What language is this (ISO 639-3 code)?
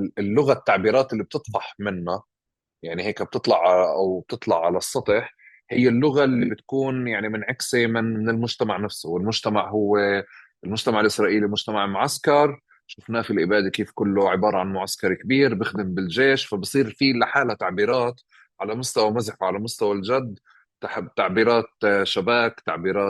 apc